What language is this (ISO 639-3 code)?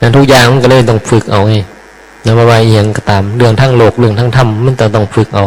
tts